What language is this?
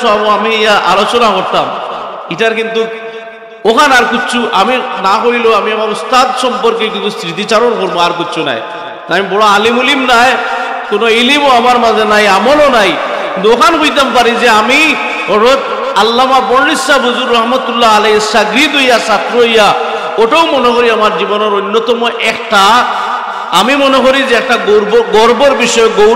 Sylheti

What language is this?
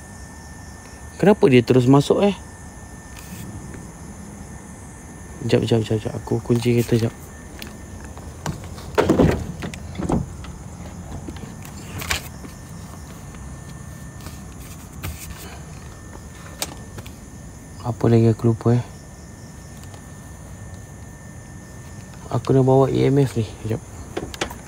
Malay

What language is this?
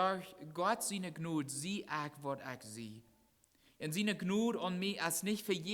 Plautdietsch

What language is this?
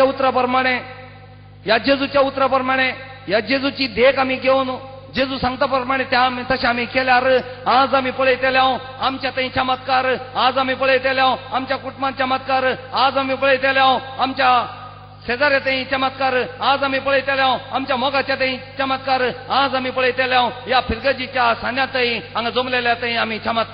Konkani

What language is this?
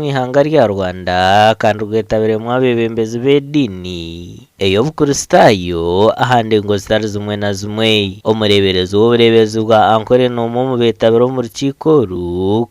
Nyankole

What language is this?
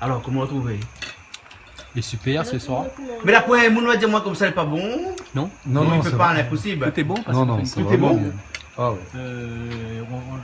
Réunion Creole French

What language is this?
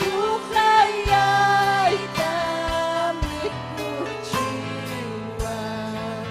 Ayacucho Quechua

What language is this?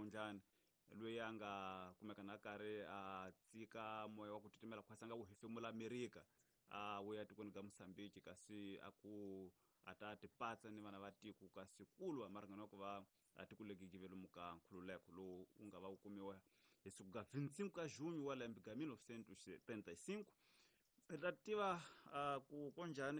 Tsonga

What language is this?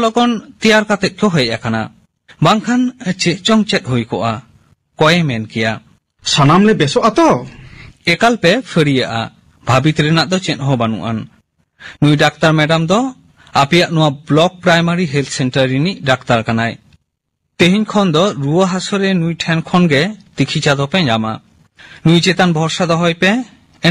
Santali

